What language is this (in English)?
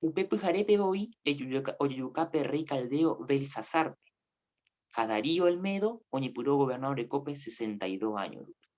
Guarani